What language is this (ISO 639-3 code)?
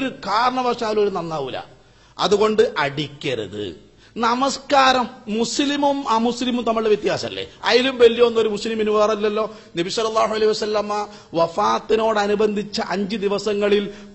mal